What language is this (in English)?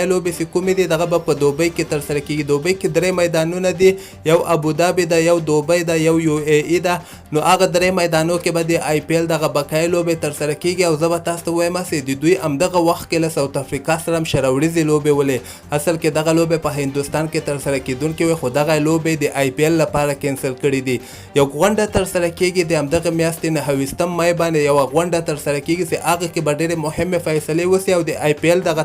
Pashto